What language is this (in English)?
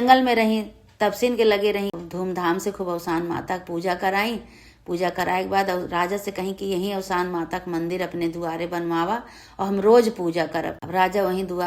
Awadhi